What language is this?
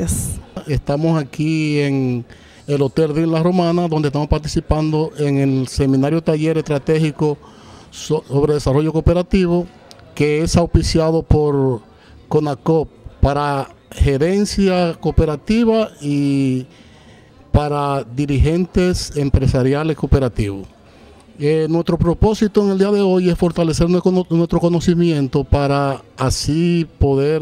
Spanish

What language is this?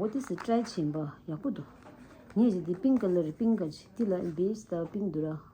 Tibetan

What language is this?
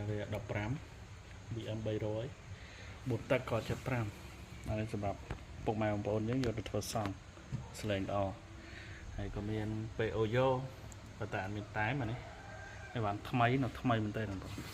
Khmer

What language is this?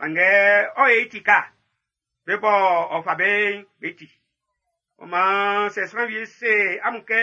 Baoulé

